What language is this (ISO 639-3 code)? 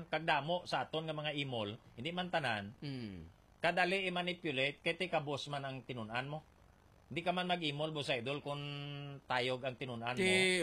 hil